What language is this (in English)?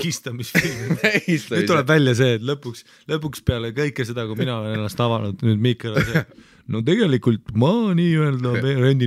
Estonian